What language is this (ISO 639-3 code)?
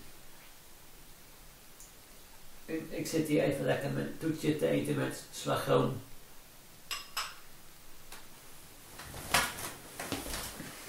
nld